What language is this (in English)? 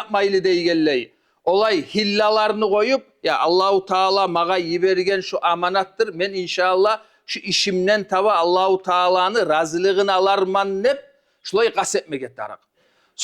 Kumyk